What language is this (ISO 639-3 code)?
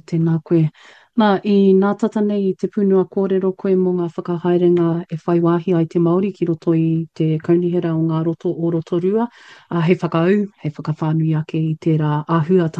mri